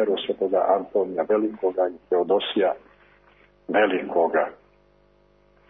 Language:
Serbian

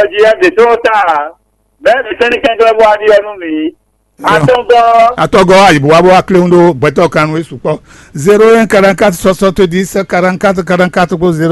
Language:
Fon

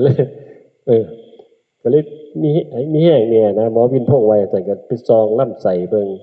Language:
Northeastern Thai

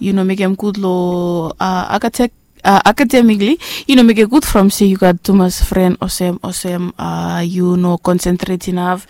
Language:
Bislama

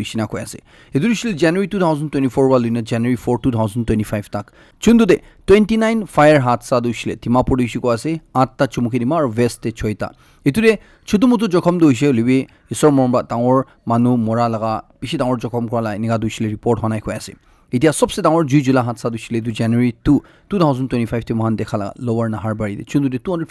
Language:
Naga Pidgin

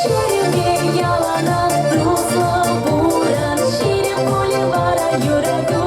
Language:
Chuvash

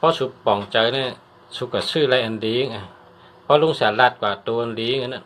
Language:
Shan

